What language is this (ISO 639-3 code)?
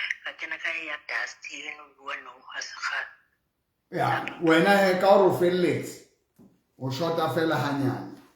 sot